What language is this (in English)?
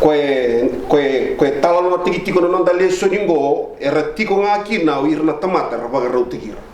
Fijian